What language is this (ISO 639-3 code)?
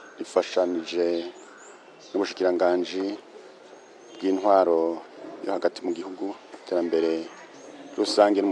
run